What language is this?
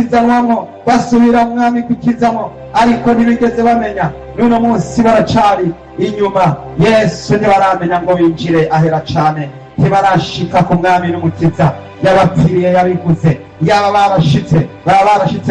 Rundi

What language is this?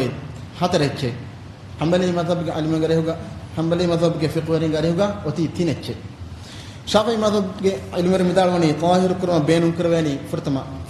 Divehi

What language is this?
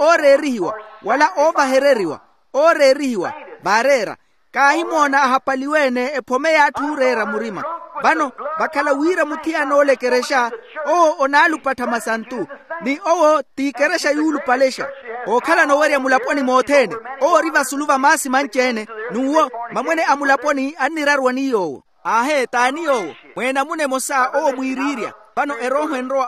Makhuwa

